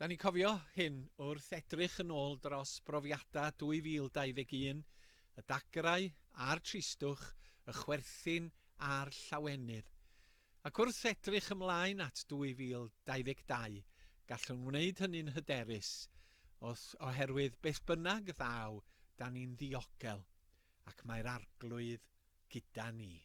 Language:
Welsh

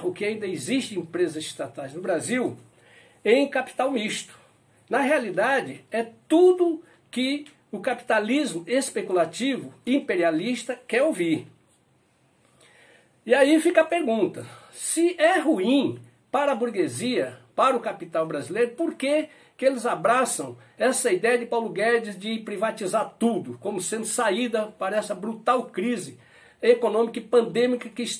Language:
Portuguese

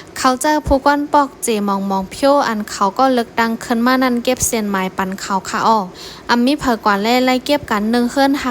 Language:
Shan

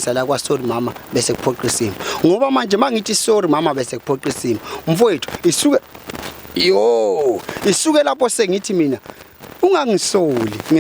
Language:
Zulu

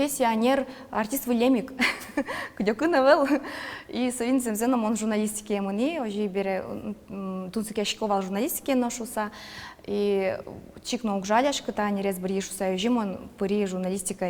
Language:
Udmurt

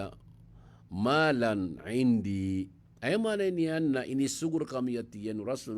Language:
Maranao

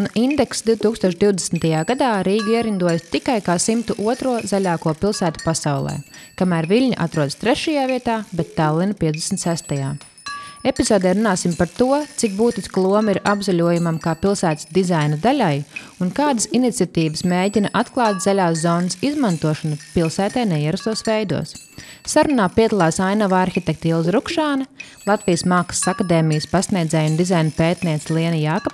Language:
Latvian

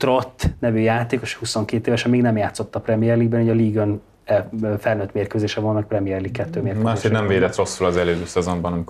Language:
Hungarian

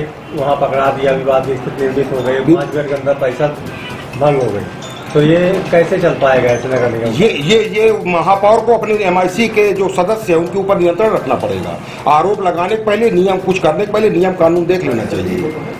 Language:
Hindi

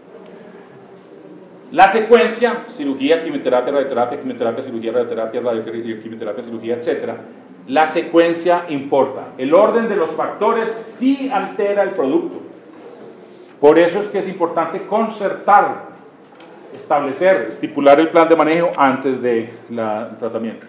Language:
Spanish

